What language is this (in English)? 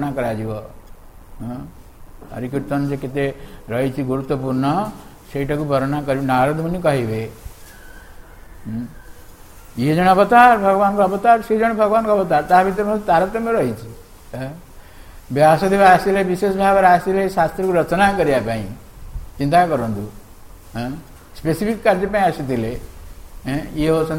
Odia